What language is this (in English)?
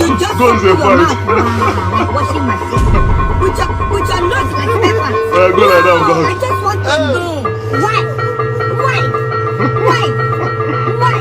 Nigerian Pidgin